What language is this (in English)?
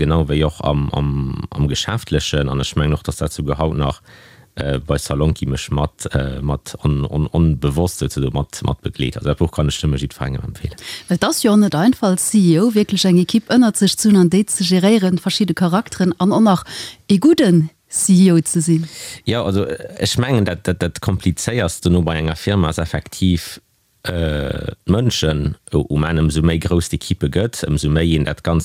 Luxembourgish